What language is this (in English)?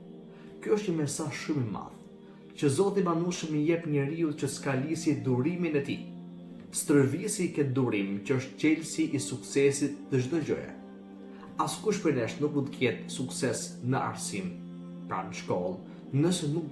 Albanian